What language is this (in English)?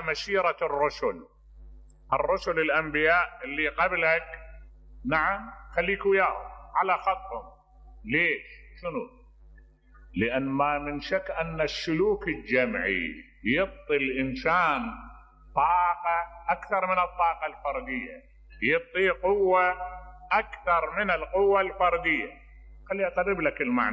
Mesopotamian Arabic